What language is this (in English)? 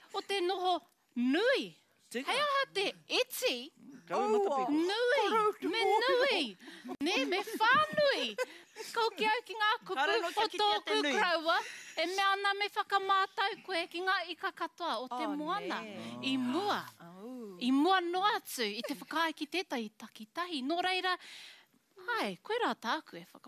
Māori